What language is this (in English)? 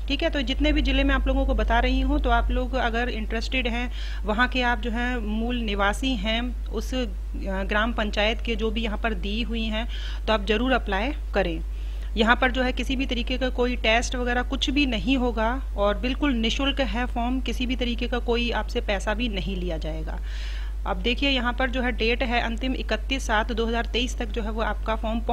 Hindi